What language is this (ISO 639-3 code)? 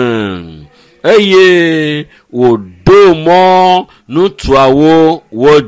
ewe